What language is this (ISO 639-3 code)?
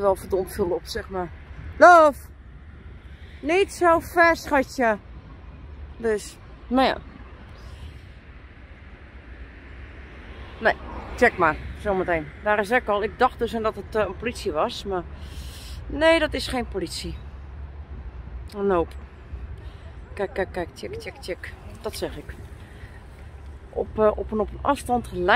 nld